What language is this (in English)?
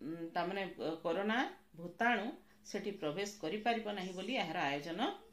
Odia